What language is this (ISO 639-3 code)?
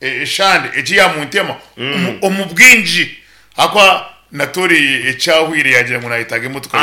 nyn